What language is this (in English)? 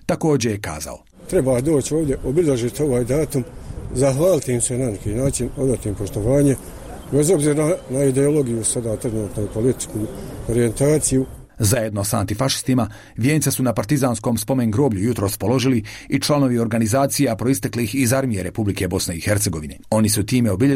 Bosnian